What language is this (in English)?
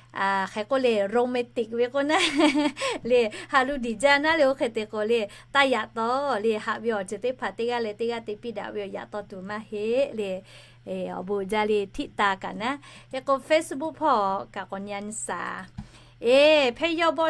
Lahu